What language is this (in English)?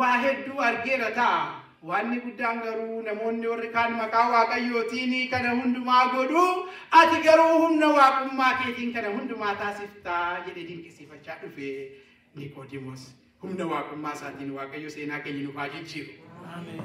Oromo